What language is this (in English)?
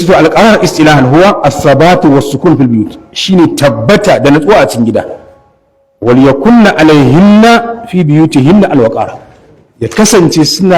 Hausa